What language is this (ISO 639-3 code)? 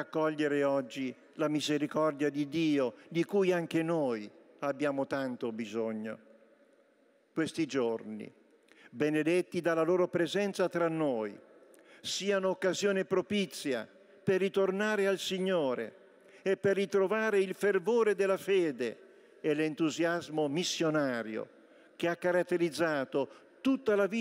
ita